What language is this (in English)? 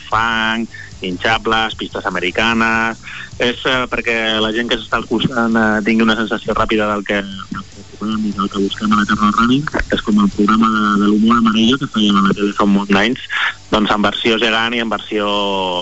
Catalan